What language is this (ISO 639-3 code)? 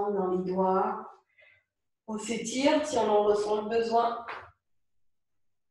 fra